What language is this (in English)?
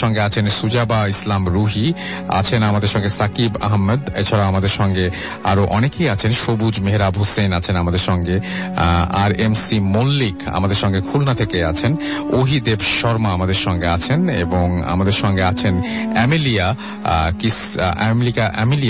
Bangla